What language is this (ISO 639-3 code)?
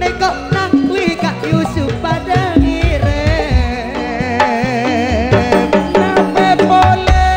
mad